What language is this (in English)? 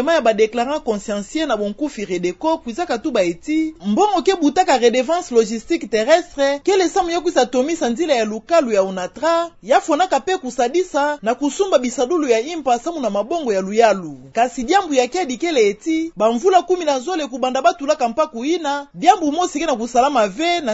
Kituba (Democratic Republic of Congo)